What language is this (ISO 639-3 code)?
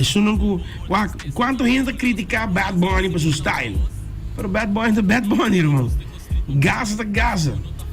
pap